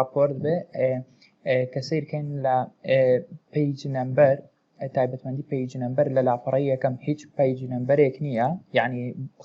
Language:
Central Kurdish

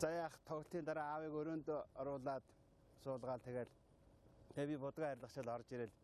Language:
Mongolian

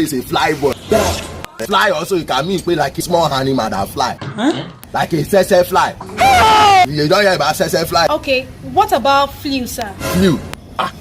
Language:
Nigerian Pidgin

